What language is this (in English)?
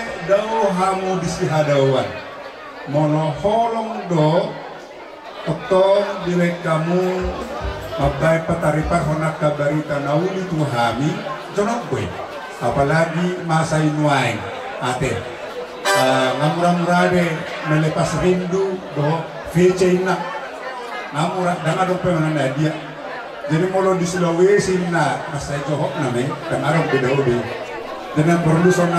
Batak Toba